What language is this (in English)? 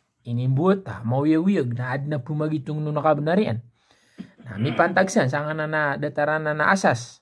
Maranao